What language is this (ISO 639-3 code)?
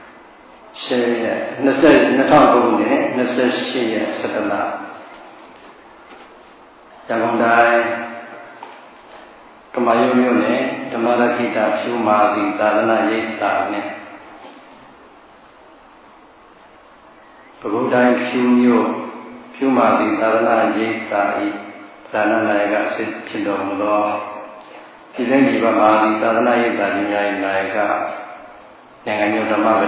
mya